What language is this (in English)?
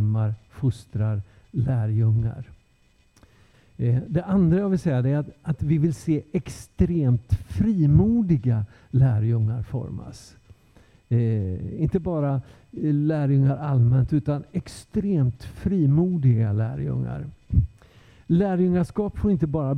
Swedish